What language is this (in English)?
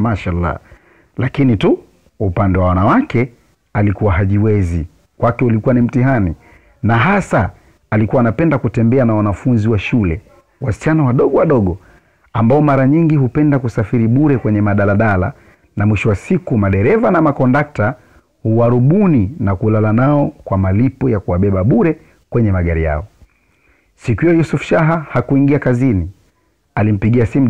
Swahili